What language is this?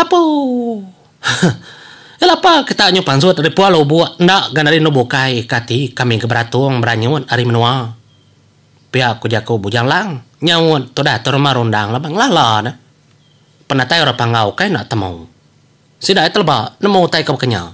Iban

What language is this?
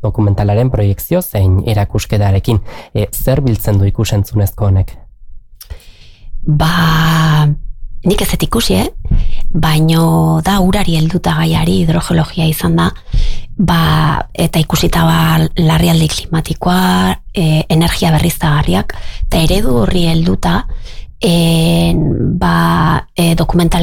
Basque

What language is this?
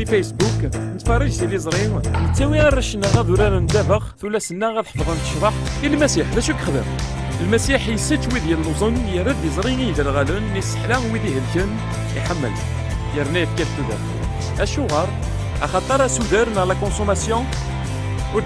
Kabyle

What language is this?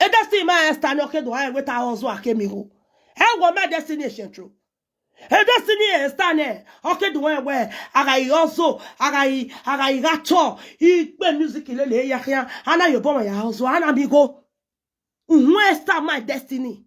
Nigerian Pidgin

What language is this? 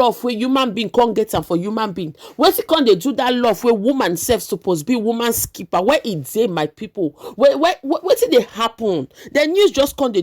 Nigerian Pidgin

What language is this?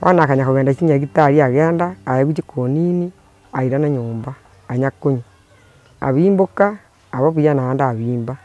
Gusii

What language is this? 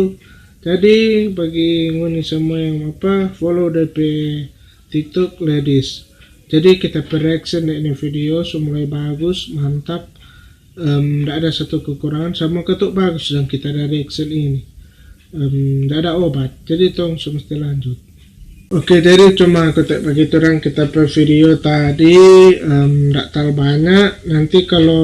Manado Malay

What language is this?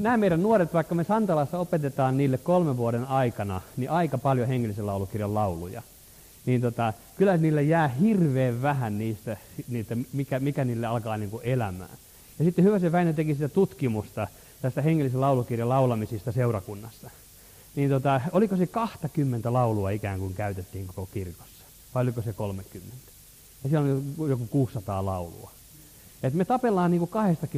Finnish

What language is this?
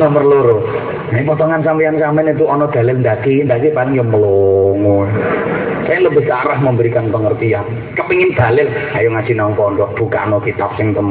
Javanese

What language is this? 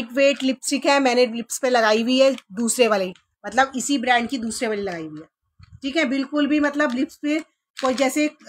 Hindi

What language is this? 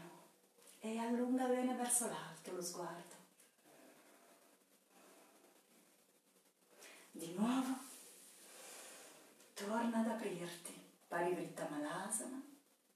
Italian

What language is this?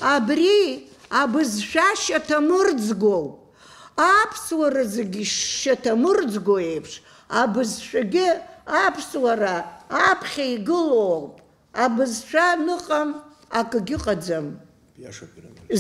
Abkhazian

